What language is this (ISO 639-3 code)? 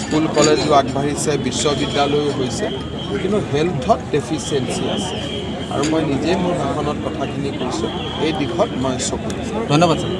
asm